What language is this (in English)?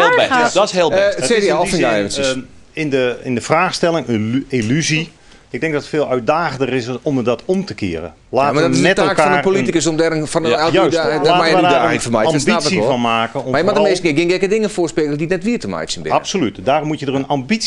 Western Frisian